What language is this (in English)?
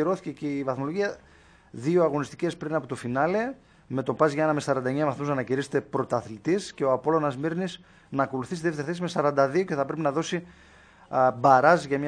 Greek